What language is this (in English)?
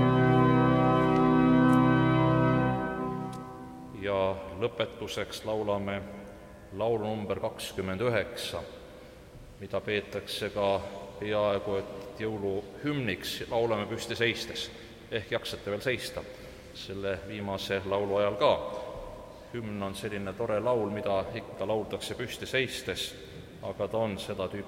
Estonian